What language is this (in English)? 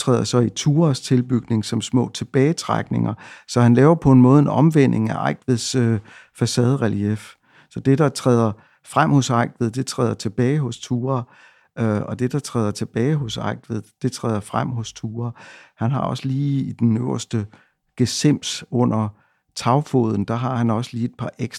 Danish